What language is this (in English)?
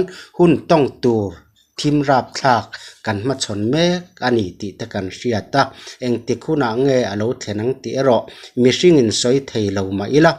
Mizo